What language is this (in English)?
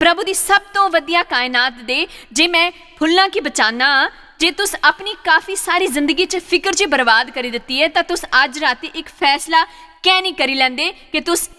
Dogri